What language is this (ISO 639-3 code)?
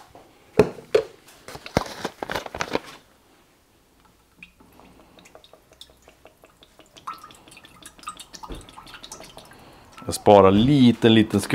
swe